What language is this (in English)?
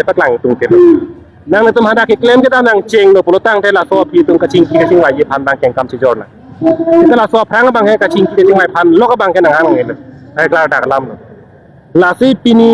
Karbi